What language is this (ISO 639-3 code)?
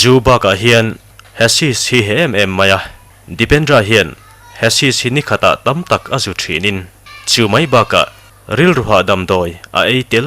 lus